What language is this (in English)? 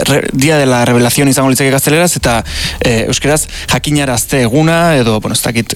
Basque